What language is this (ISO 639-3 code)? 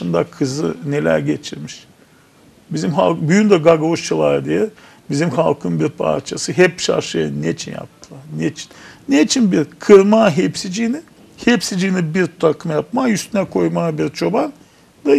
gag